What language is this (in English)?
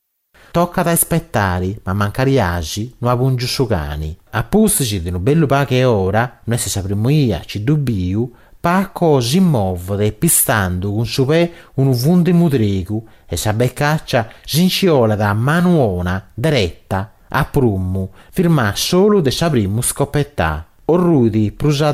Sardinian